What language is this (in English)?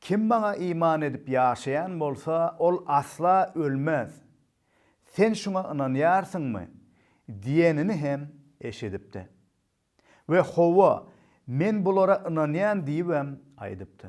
Turkmen